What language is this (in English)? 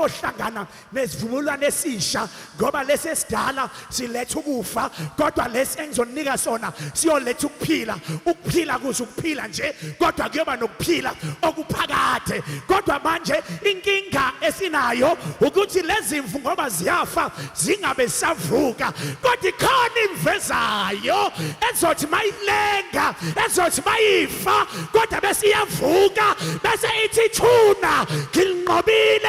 Zulu